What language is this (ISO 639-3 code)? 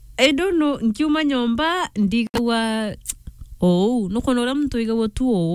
mer